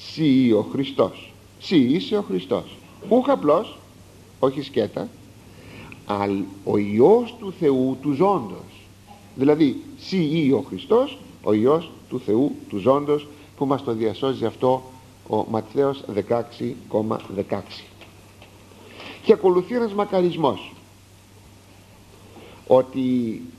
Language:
Greek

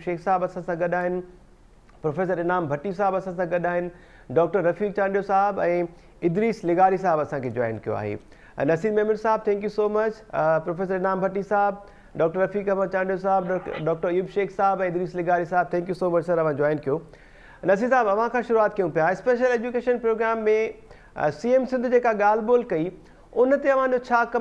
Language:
Sindhi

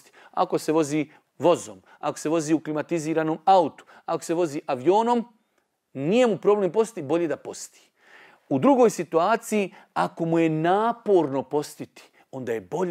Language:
Bosnian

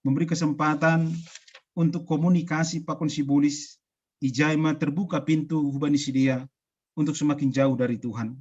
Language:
Batak Simalungun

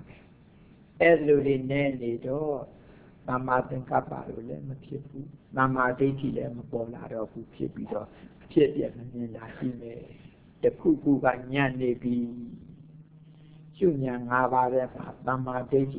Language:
Burmese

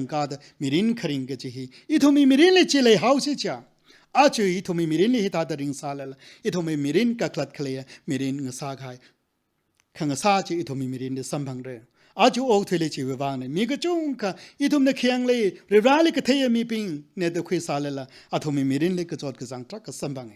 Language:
Tangkhul Naga (India)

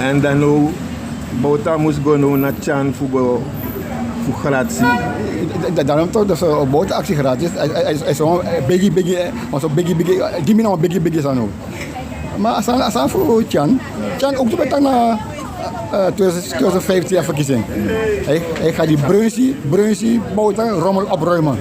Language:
Sranan Tongo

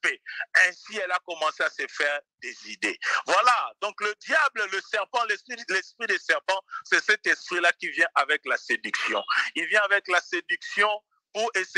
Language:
French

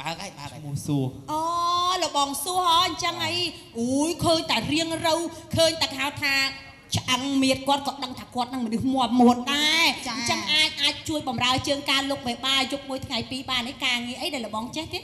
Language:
Khmer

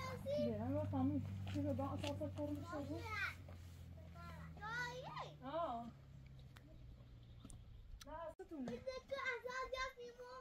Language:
Persian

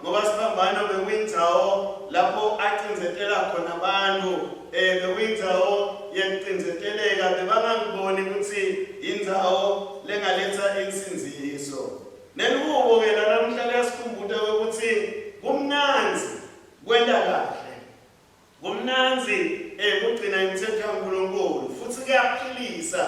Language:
Swati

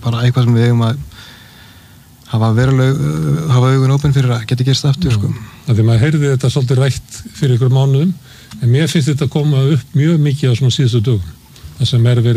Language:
Icelandic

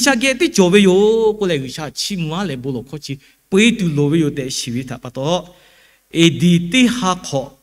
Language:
Lahu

